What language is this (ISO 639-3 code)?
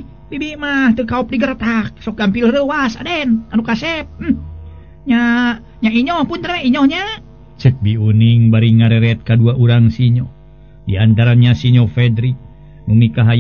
sun